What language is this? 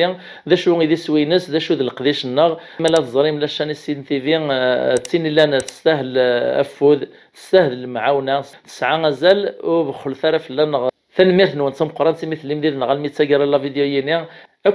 Kabyle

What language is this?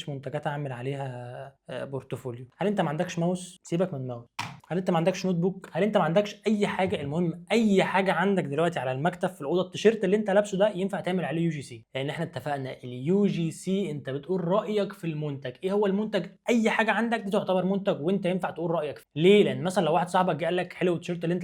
Egyptian Arabic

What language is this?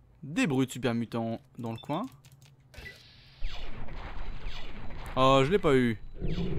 French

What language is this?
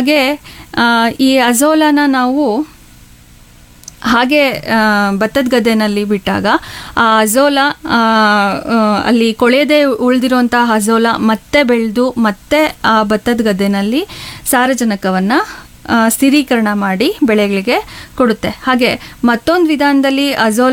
Kannada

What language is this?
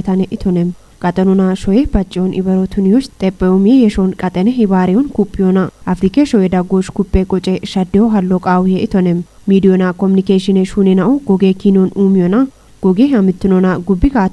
Kafa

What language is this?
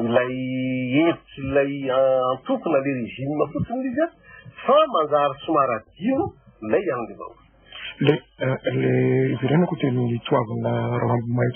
Malagasy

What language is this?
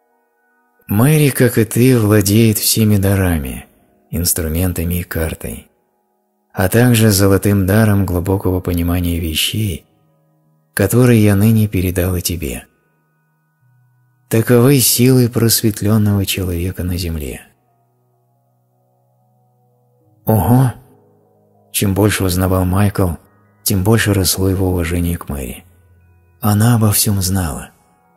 Russian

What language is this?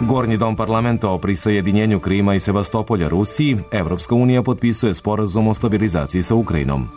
Serbian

